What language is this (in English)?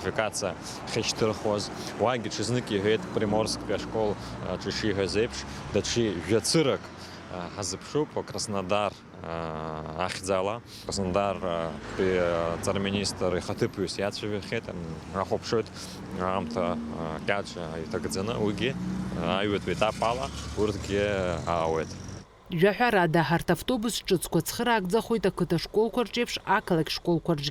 Abkhazian